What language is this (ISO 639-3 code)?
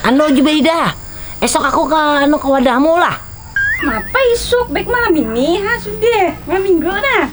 bjn